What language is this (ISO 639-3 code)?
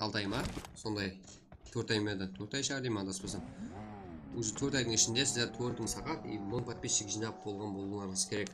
kaa